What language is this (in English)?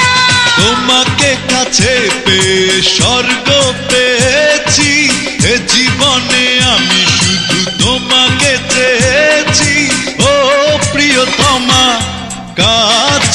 Bangla